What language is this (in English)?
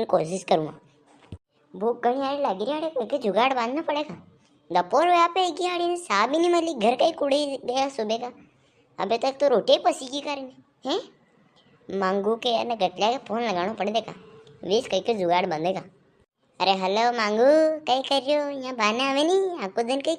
Rajasthani